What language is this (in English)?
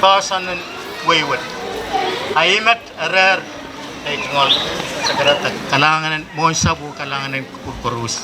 Pohnpeian